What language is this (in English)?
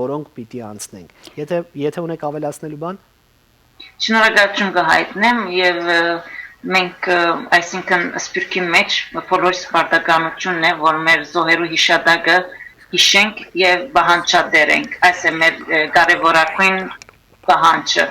Western Armenian